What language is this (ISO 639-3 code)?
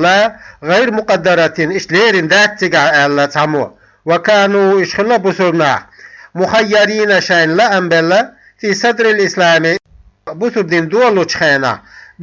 che